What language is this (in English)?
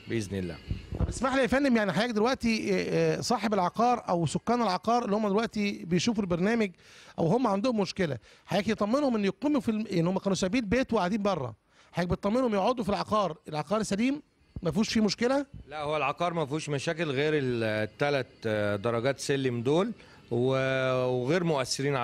Egyptian Arabic